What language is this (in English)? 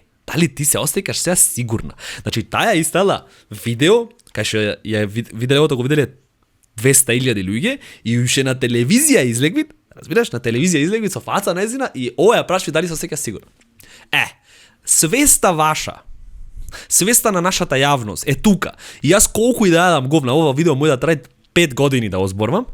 Macedonian